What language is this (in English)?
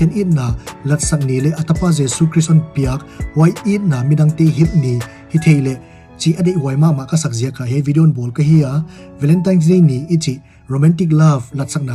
Paite Chin